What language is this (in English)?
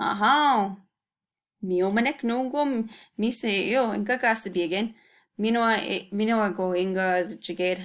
Chippewa